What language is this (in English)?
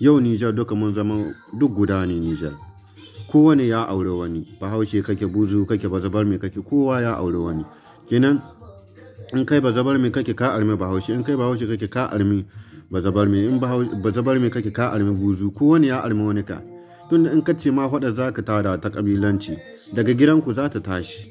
Hausa